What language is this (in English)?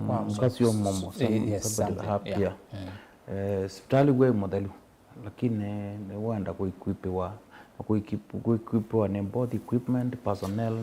Kamba